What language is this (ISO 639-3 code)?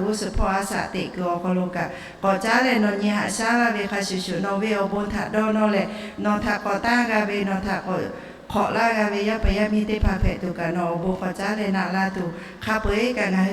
lhu